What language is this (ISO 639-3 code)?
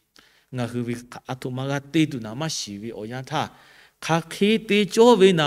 lhu